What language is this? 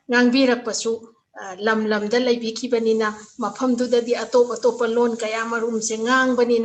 Manipuri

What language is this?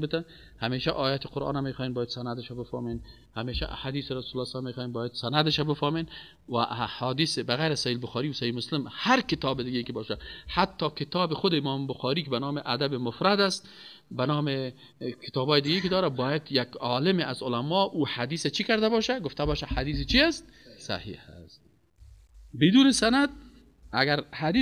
Persian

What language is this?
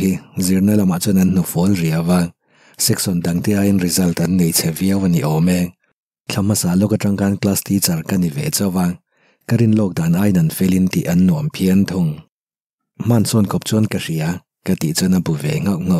Mizo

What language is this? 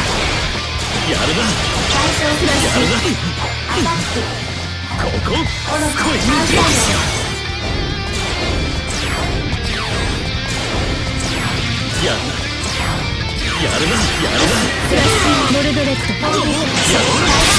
Japanese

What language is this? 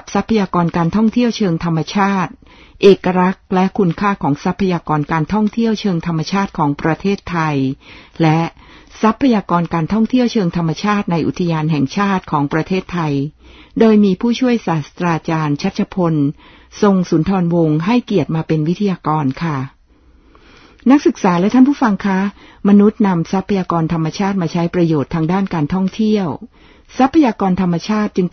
Thai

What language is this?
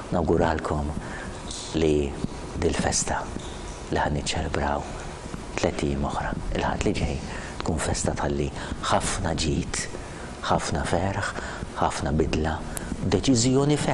Maltese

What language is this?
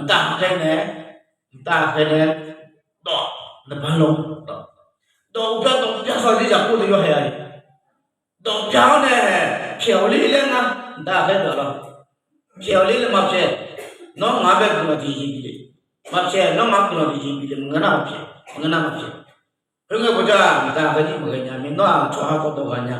Akha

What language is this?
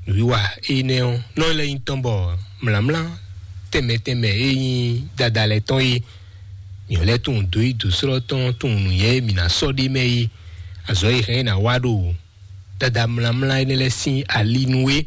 Fon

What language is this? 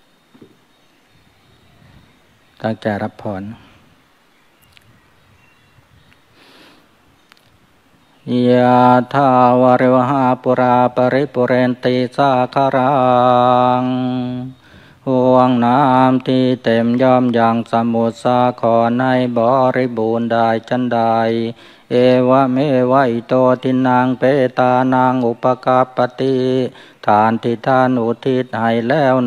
Thai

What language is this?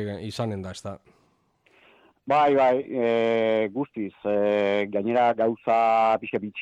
Basque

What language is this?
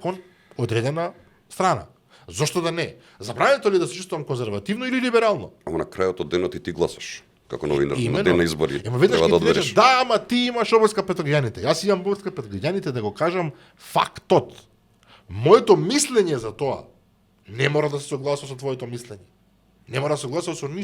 Macedonian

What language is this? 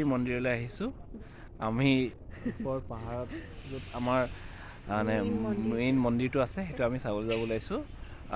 Assamese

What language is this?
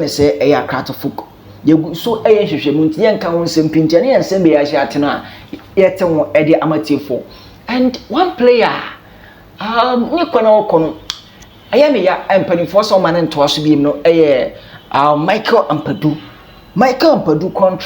Akan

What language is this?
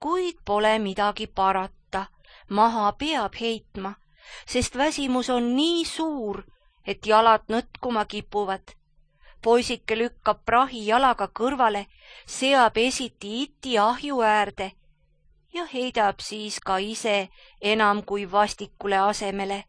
Estonian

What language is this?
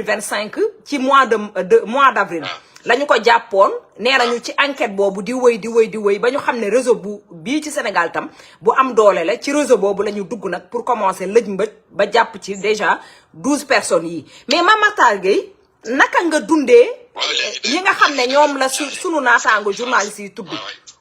Wolof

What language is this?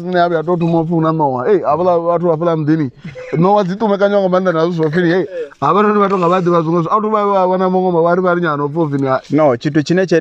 Venda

